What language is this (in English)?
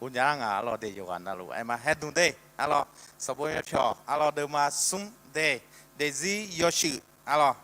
Akha